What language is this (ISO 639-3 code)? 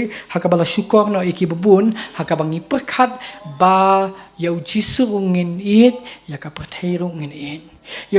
kha